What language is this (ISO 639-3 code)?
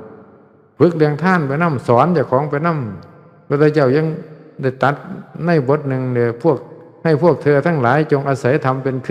tts